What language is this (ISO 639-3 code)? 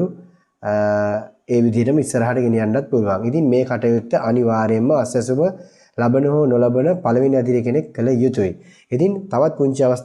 sin